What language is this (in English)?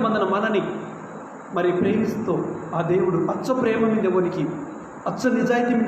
Koya